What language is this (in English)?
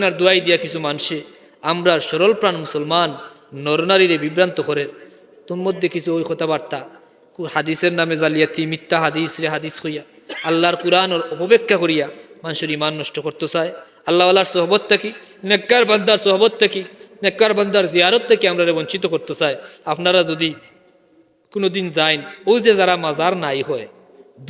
Sylheti